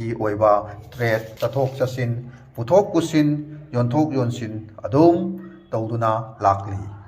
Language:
Manipuri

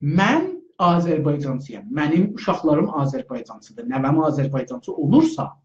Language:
South Azerbaijani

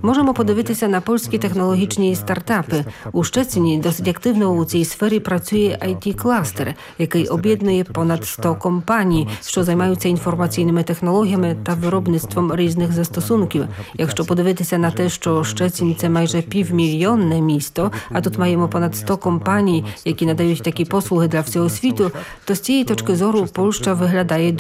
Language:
Ukrainian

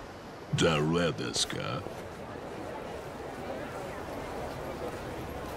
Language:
Japanese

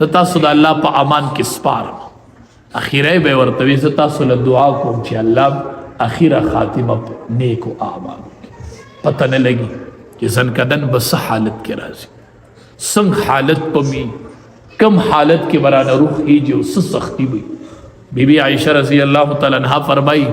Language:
Pashto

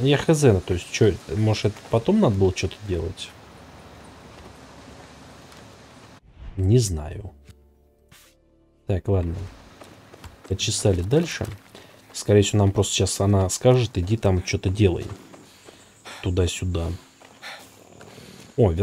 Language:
Russian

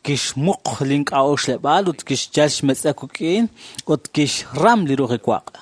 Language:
Kekchí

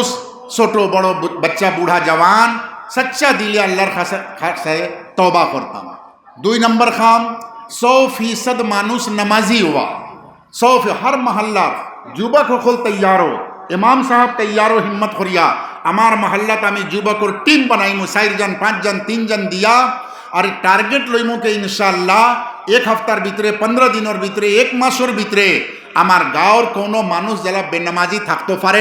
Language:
Sylheti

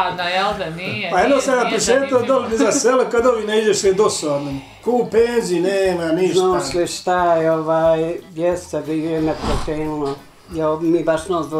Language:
Bosnian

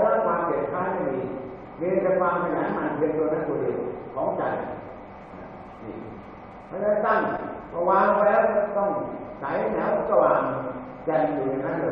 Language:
Thai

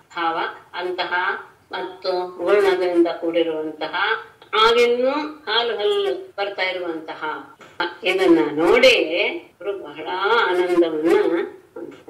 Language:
Kannada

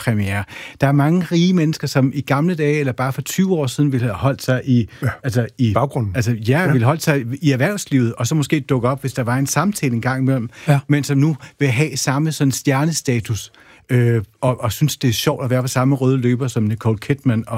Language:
Danish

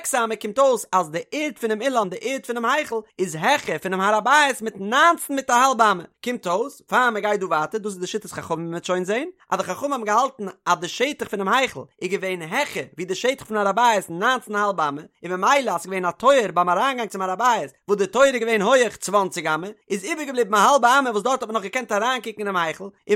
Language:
Yiddish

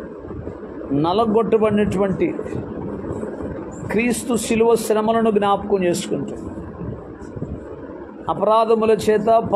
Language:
Telugu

